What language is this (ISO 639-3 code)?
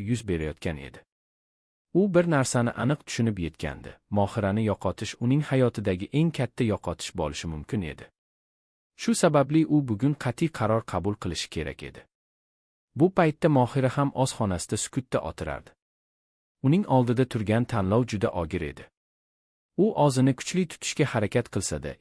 uzb